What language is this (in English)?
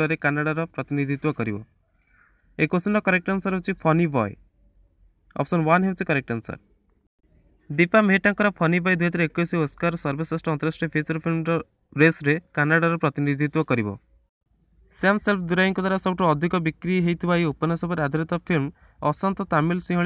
Odia